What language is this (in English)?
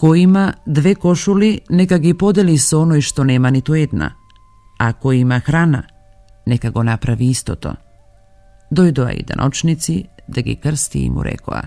Macedonian